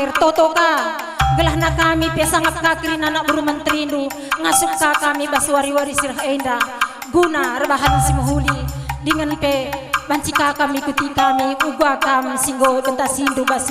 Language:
Batak Karo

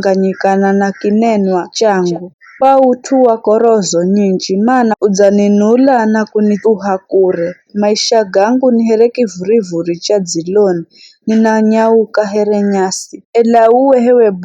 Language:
Giryama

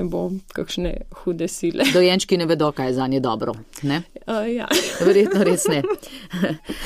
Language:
Slovenian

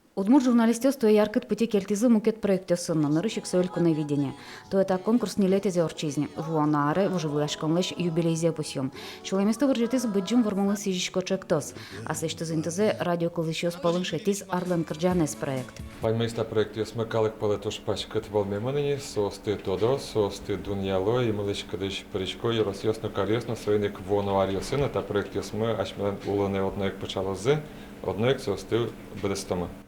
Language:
Udmurt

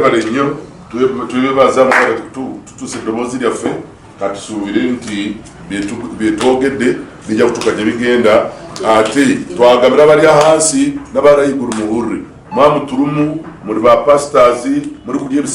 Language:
Nyankole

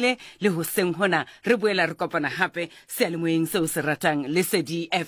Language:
Southern Sotho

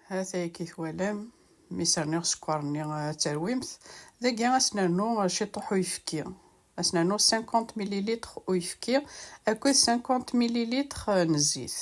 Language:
Kabyle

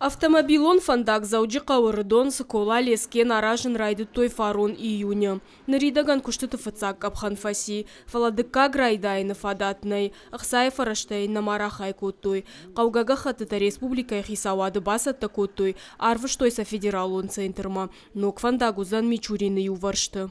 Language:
Ossetic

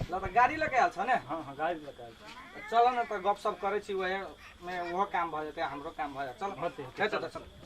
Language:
Maithili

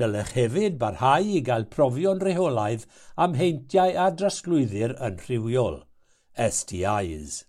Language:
Welsh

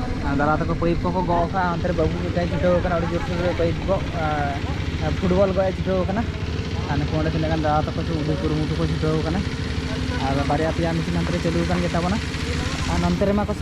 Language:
Santali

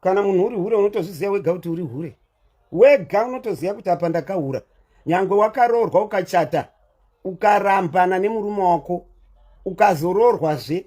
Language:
Shona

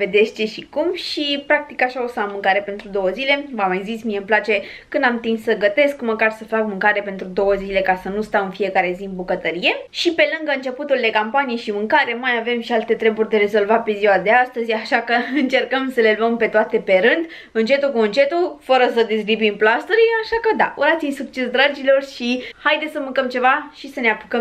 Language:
Romanian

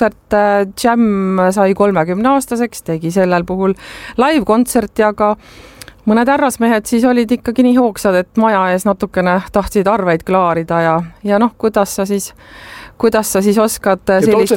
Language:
Estonian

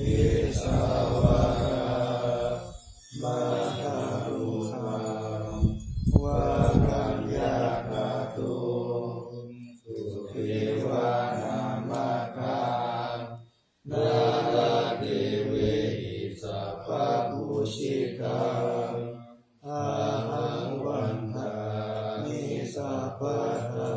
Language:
Pali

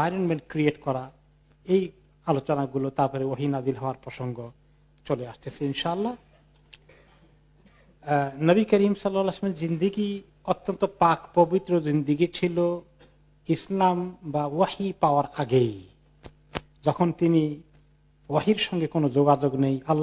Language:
Bangla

